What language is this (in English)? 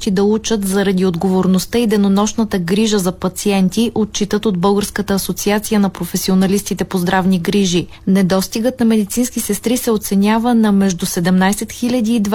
Bulgarian